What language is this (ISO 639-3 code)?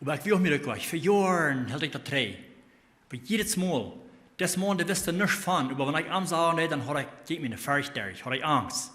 pdt